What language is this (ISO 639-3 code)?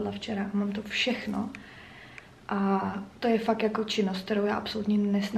ces